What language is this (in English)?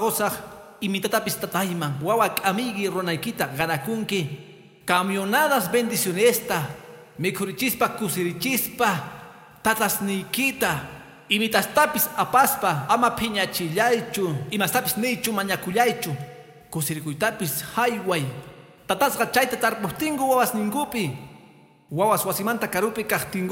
Quechua